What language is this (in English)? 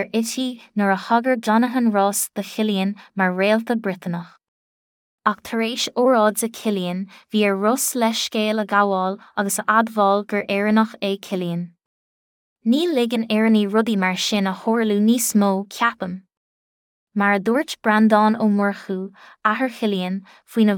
Irish